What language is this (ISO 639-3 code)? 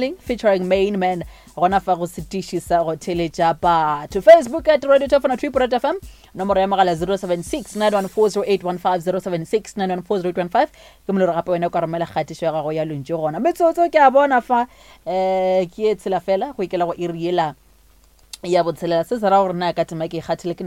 nso